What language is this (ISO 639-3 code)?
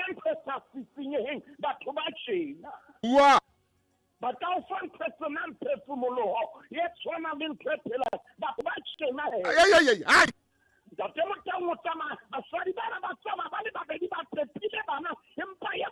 sot